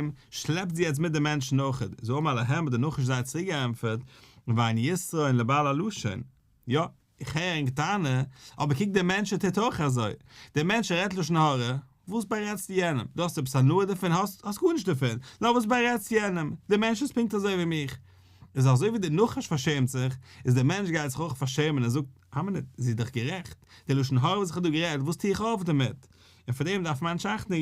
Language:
Yiddish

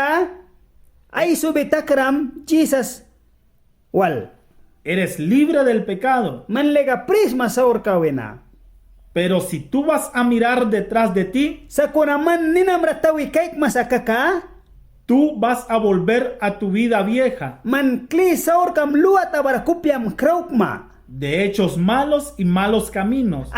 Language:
Mískito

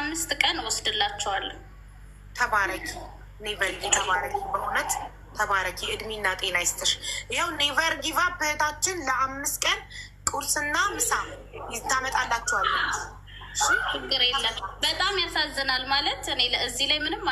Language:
Amharic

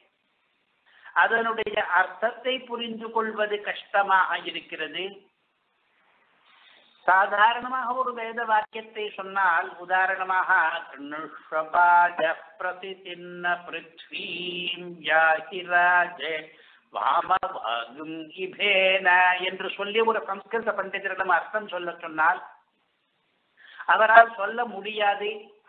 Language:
Tamil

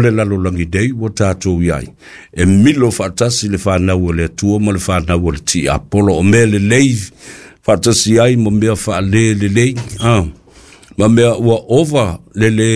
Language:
Samoan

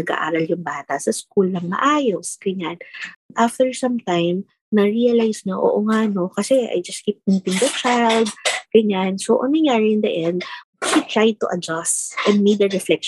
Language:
Filipino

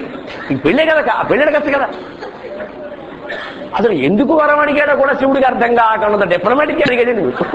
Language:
Telugu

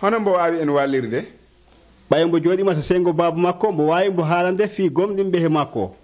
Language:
Nigerian Fulfulde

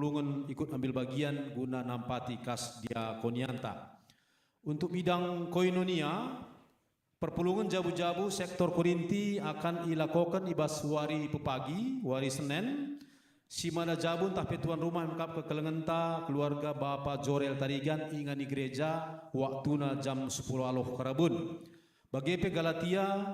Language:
Batak Karo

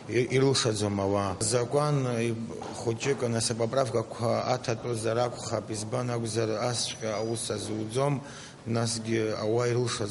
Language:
Abkhazian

